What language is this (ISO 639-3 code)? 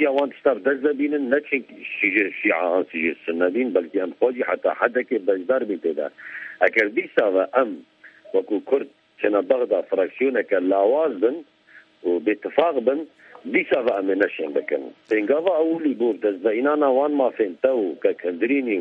kur